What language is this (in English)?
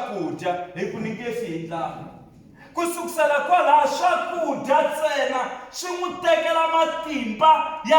Tsonga